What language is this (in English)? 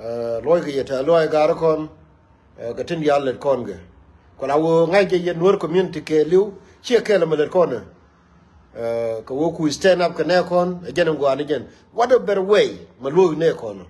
Nuer